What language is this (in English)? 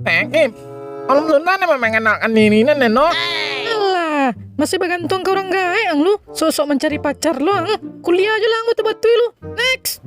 Minangkabau